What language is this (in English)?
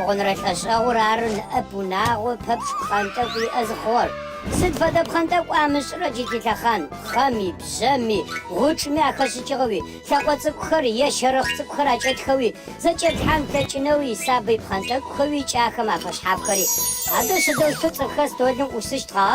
Adyghe